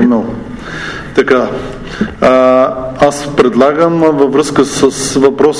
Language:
Bulgarian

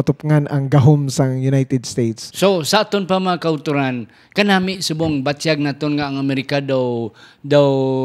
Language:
Hiligaynon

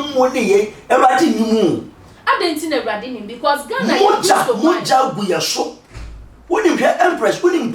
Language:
Akan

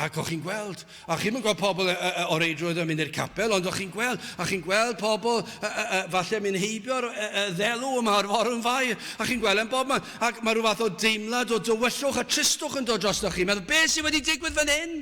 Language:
Welsh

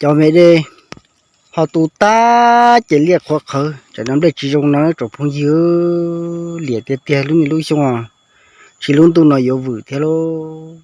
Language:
Hmong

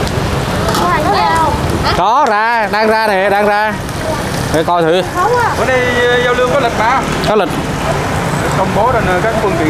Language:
Vietnamese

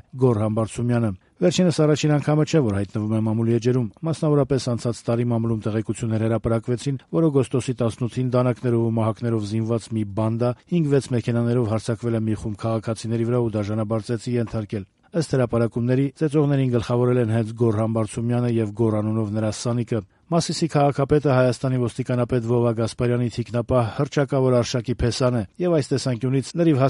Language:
Armenian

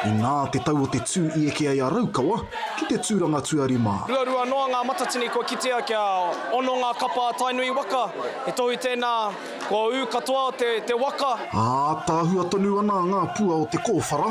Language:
Māori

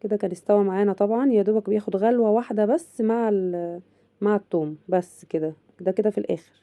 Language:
Egyptian Arabic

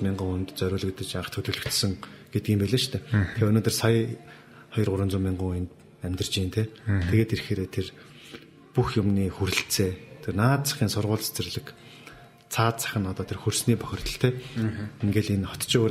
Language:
Mongolian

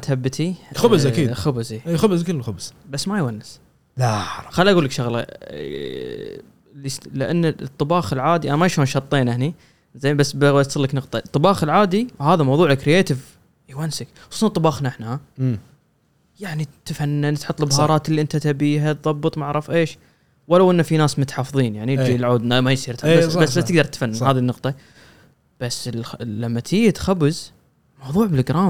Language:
Gulf Arabic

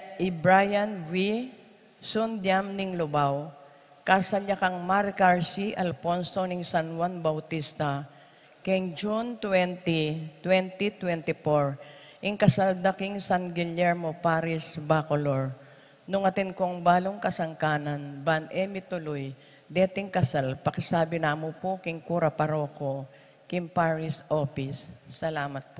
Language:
Pampanga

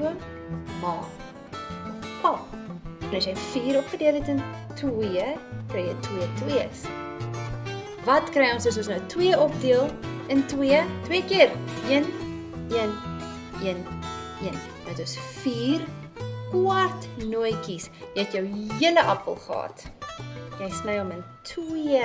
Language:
Afrikaans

